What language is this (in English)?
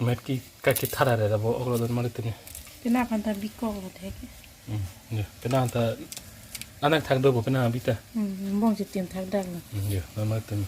Karbi